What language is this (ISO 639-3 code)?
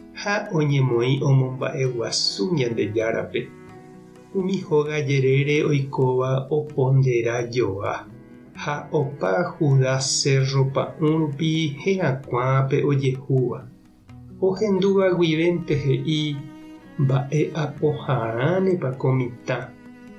grn